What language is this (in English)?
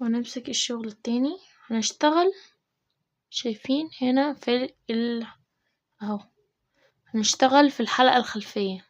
Egyptian Arabic